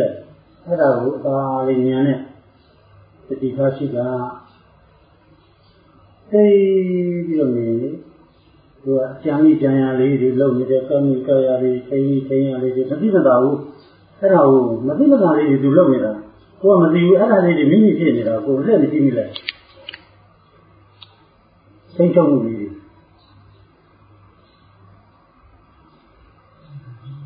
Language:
Burmese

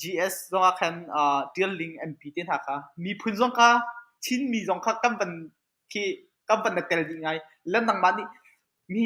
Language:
Hakha Chin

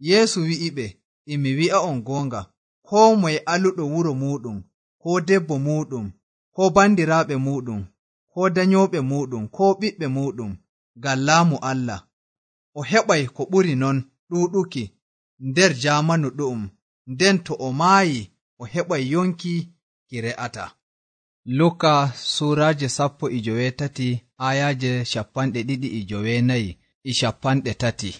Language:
Nigerian Fulfulde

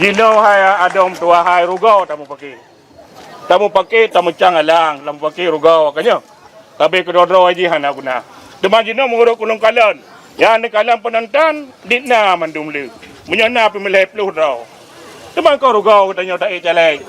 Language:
Achinese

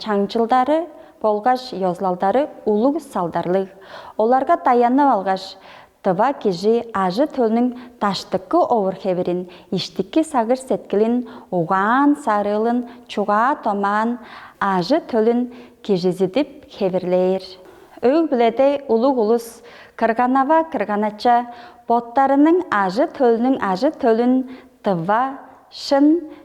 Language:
Tuvinian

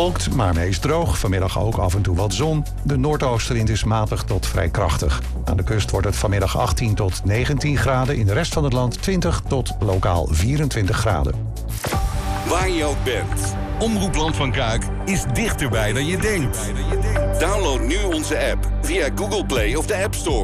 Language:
Dutch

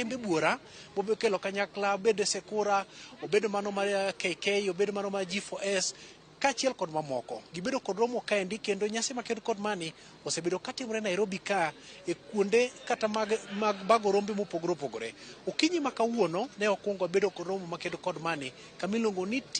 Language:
Luo (Kenya and Tanzania)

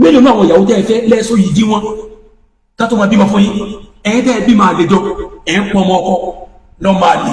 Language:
Yoruba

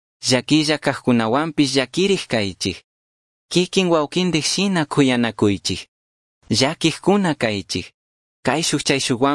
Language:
Chimborazo Highland Quichua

